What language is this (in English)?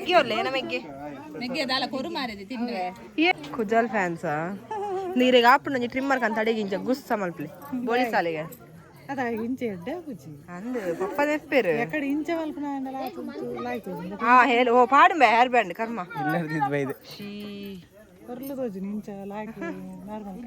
Tulu